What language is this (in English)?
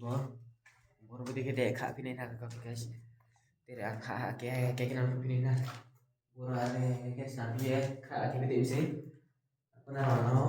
Riang (India)